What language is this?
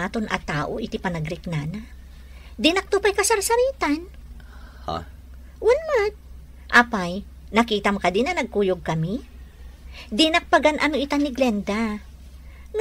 Iloko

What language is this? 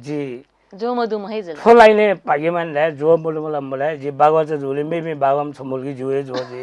Newari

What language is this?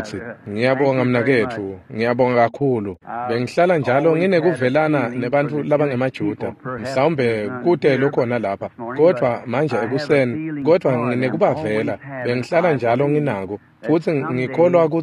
Swati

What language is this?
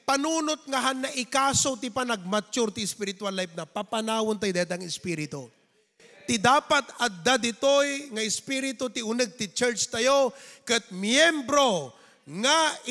Iloko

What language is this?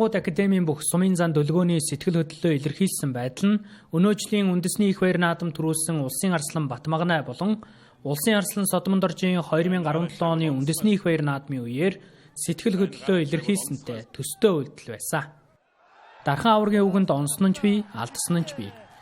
Mongolian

